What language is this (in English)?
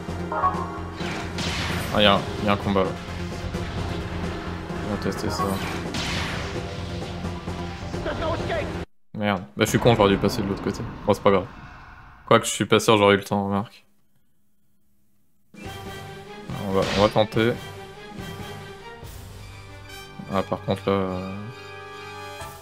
French